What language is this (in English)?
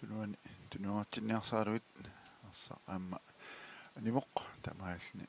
Kalaallisut